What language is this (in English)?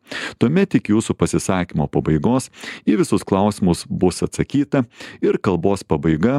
Lithuanian